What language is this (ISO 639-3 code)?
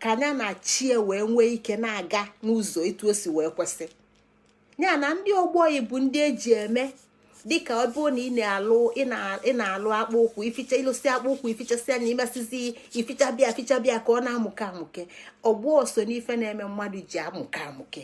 ibo